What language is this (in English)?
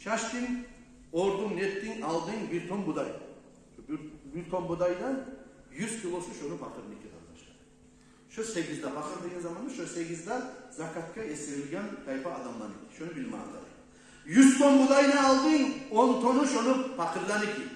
Kumyk